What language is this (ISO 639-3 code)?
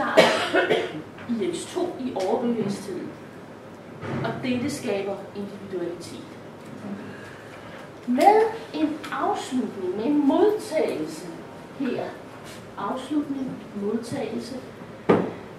dan